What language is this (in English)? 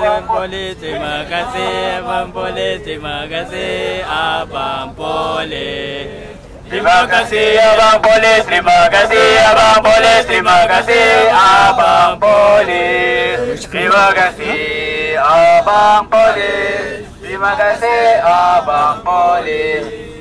Malay